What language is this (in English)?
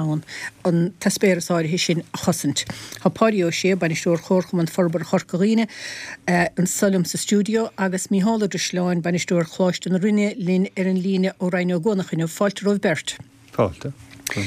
Irish